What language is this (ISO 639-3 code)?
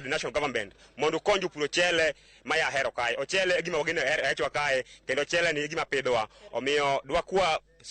luo